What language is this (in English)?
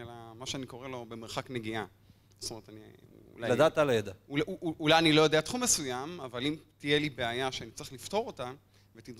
Hebrew